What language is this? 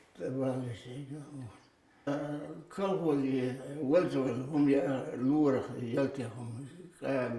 Chechen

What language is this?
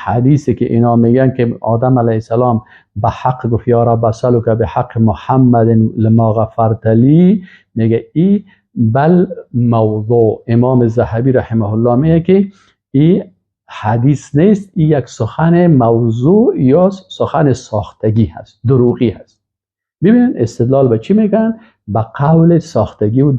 Persian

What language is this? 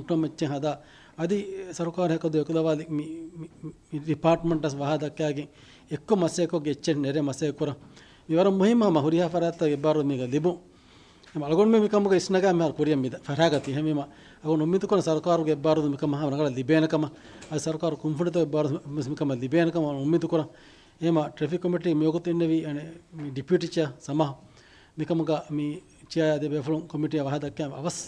Divehi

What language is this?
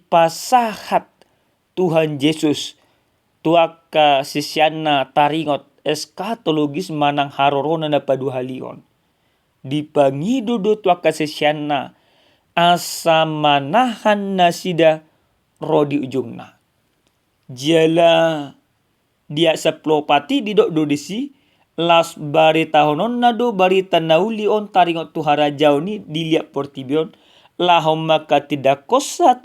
Batak Toba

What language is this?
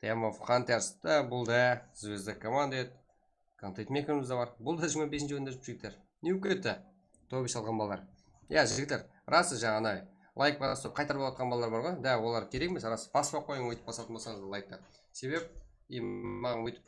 Kara-Kalpak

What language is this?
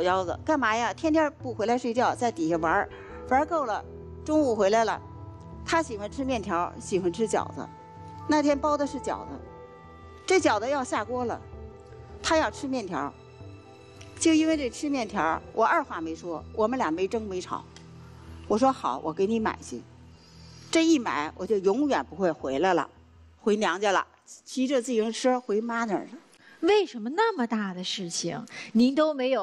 Chinese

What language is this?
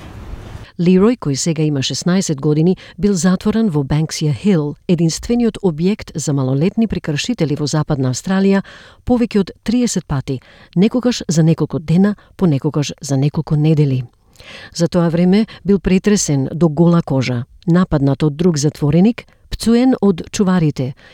Macedonian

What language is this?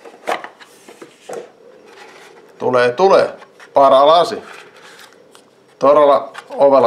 Finnish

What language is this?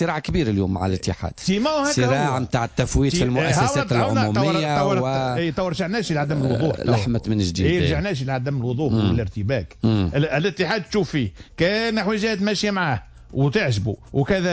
Tunisian Arabic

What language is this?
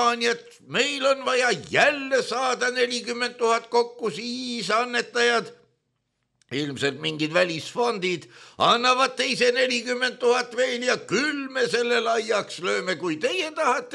Estonian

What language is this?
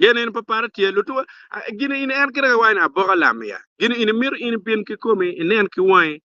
Acoli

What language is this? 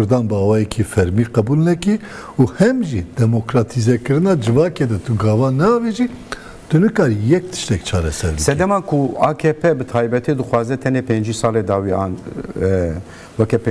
Kurdish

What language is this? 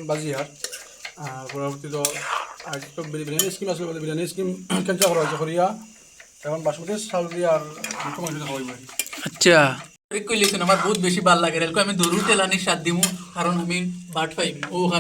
Sylheti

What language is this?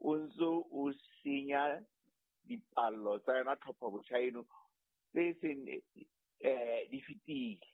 Southern Sotho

